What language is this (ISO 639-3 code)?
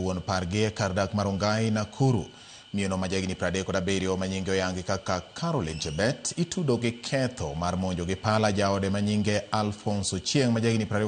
luo